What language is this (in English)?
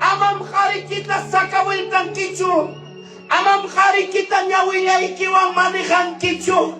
Ayacucho Quechua